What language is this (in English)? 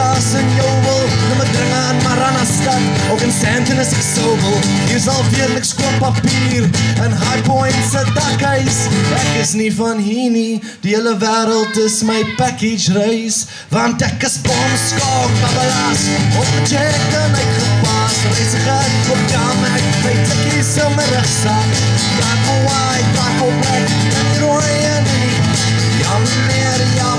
Afrikaans